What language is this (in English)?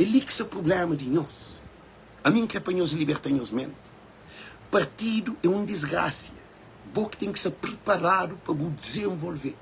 Kabuverdianu